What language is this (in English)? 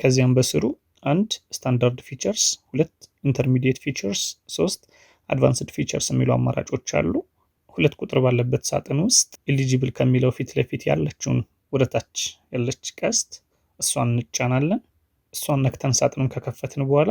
Amharic